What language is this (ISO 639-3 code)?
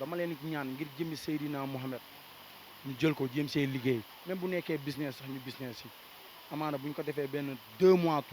wol